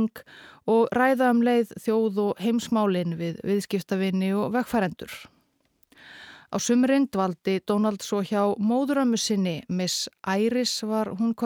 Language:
Icelandic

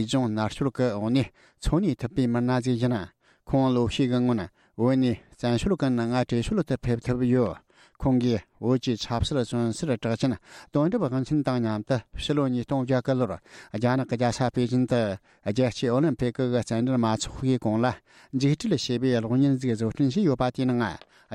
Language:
Tibetan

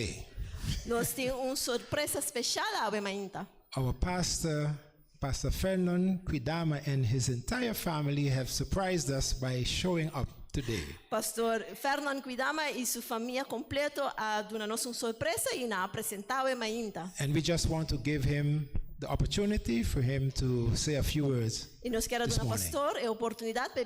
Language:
Papiamento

